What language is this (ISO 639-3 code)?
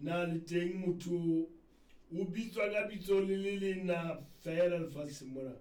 sot